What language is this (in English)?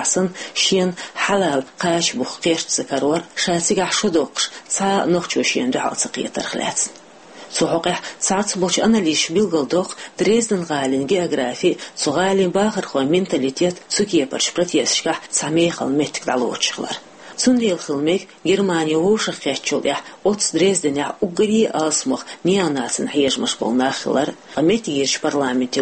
Chechen